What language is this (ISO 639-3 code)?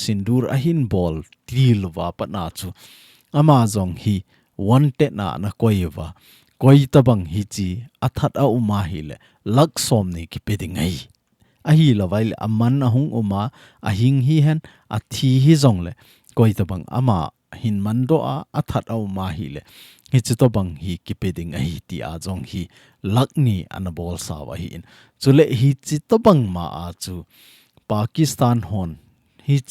tcz